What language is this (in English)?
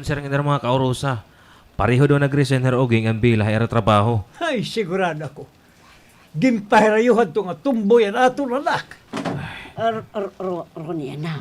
Waray